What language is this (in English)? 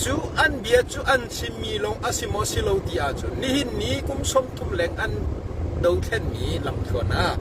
Hakha Chin